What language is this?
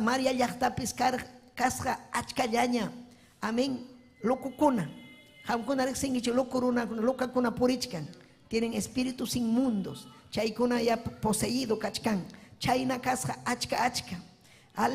Ayacucho Quechua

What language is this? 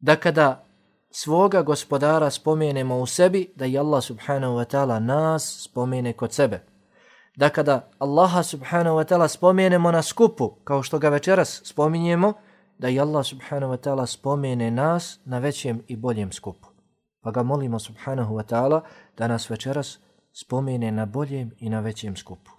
Bosnian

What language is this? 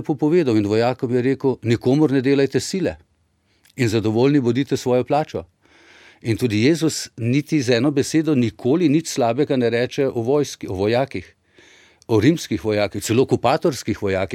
Slovenian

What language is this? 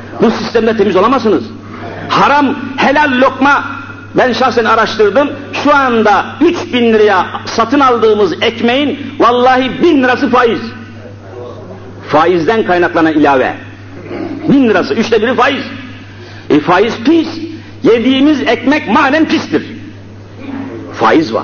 Turkish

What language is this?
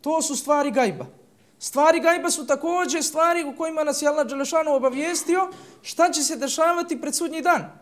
Bosnian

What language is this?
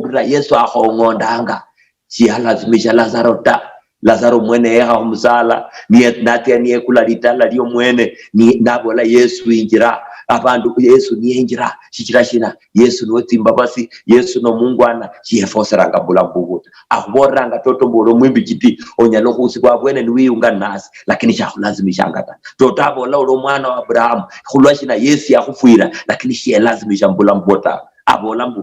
Luyia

